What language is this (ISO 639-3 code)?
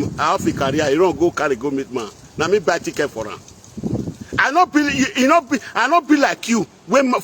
pcm